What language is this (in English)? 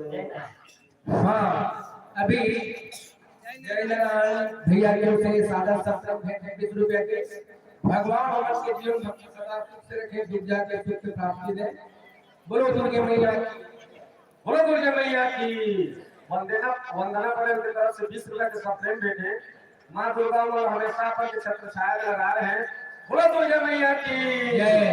Chhattisgarhi